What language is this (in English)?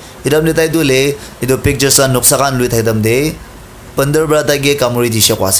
Naga Pidgin